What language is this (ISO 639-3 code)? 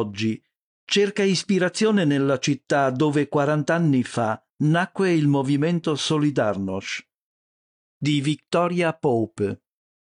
ita